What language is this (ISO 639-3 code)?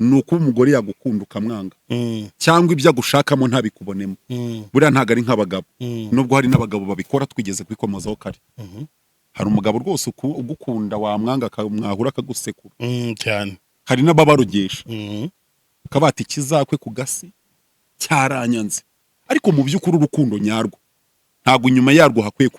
kin